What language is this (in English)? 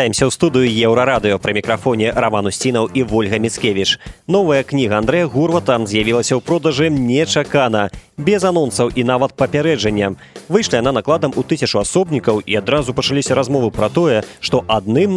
Belarusian